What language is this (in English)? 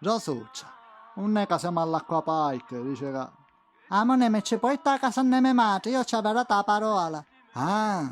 Sicilian